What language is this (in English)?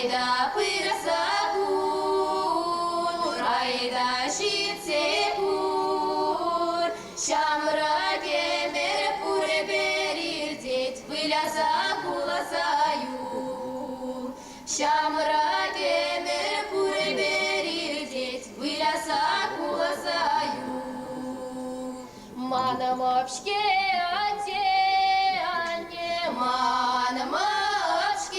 Chuvash